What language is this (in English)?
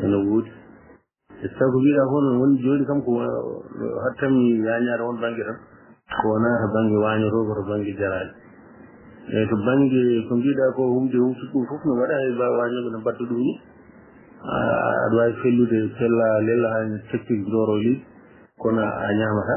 Fula